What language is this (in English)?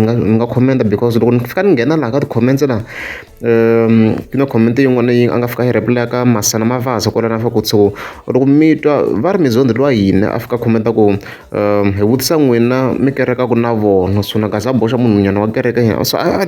Tsonga